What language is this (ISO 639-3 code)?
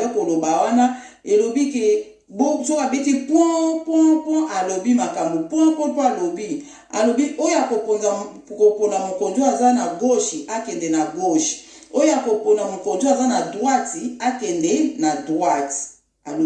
lin